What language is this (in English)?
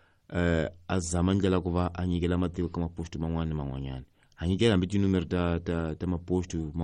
Tsonga